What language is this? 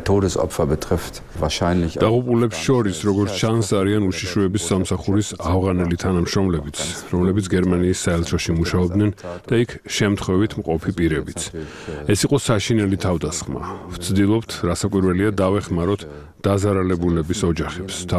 Georgian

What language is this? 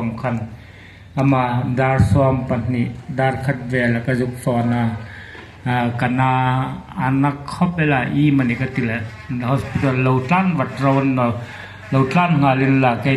Hmar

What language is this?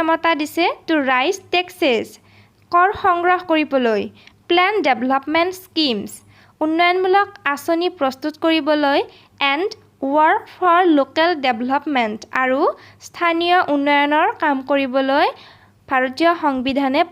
Assamese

